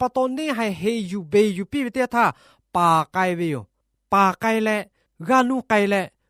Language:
Lahu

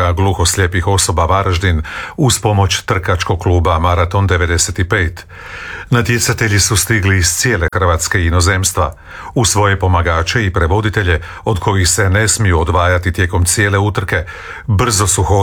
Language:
Croatian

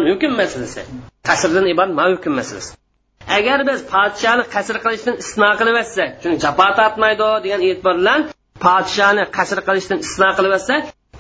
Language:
Uyghur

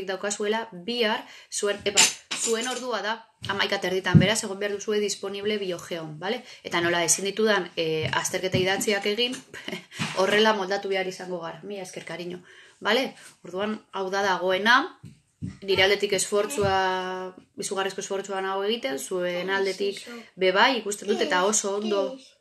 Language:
Basque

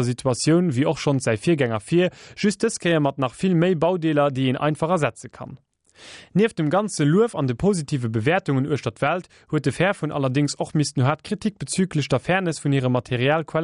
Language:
Luxembourgish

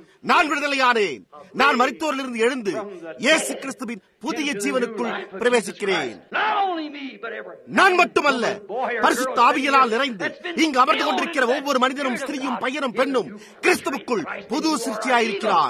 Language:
Tamil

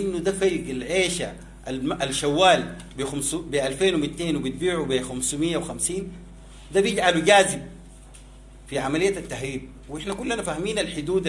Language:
Sudanese Arabic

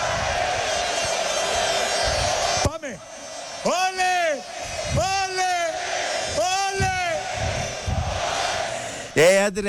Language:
Greek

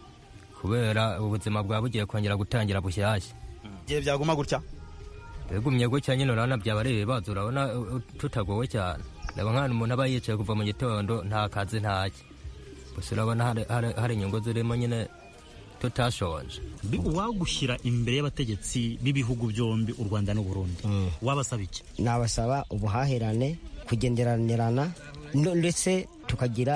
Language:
Kinyarwanda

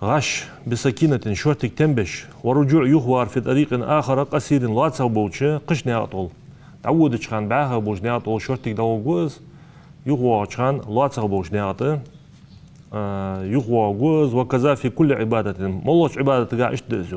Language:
Ingush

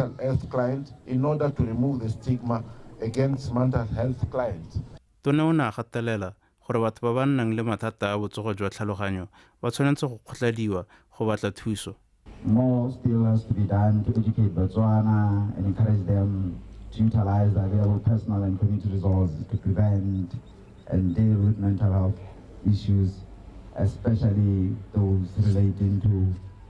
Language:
Tswana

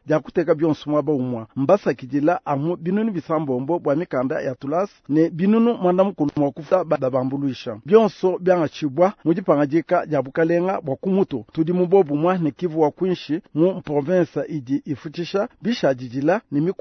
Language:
Luba-Lulua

